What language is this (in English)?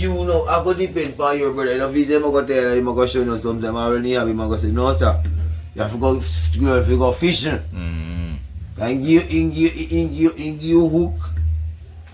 Jamaican Creole English